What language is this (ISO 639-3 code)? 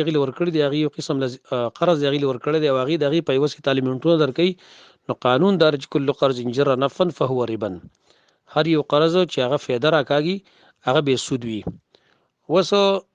pus